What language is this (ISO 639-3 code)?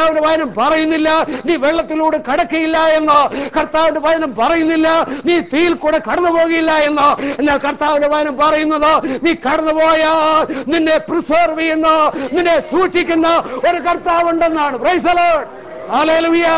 mal